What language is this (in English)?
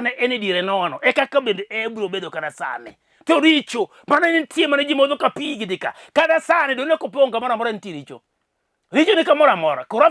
Luo (Kenya and Tanzania)